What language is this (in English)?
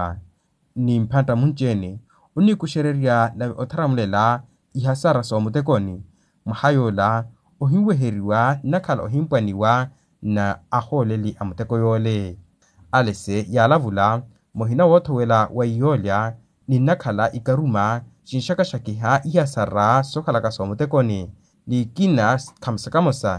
Makhuwa